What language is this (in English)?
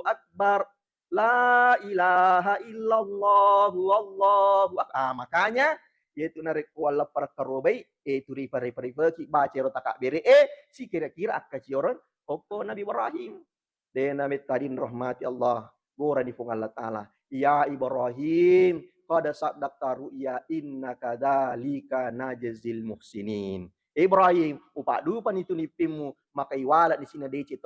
Buginese